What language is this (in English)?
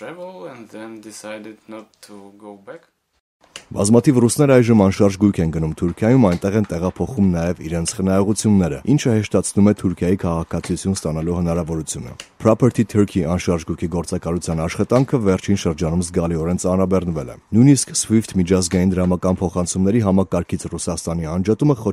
Armenian